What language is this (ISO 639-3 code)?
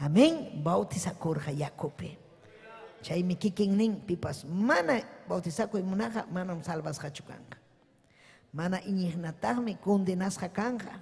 quy